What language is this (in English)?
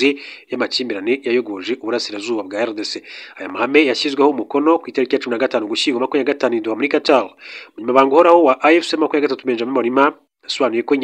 Kinyarwanda